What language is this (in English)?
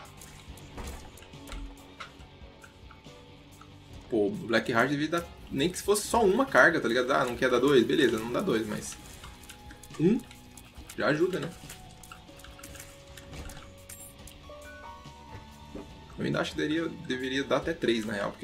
Portuguese